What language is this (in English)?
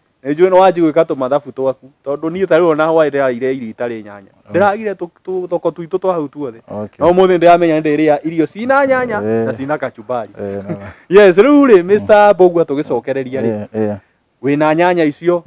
Kikuyu